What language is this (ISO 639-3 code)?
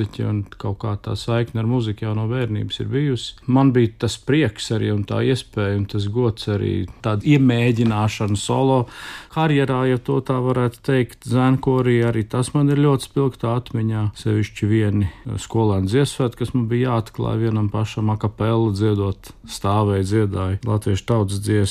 lav